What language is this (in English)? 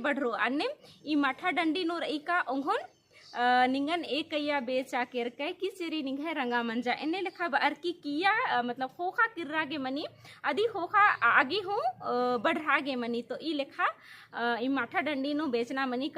Kurukh